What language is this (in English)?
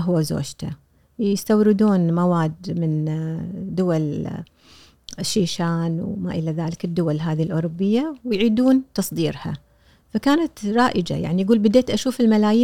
Gulf Arabic